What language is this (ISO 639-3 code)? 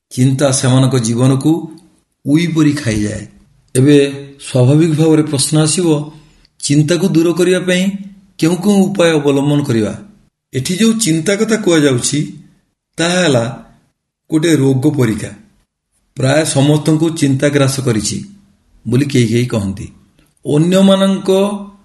ori